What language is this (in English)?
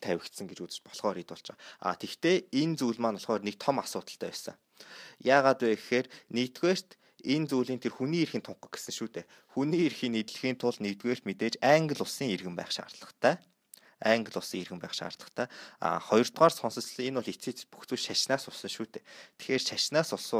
Mongolian